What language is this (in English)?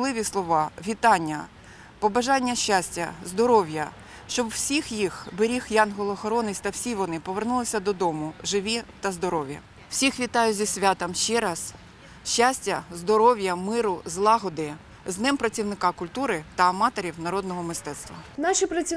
Ukrainian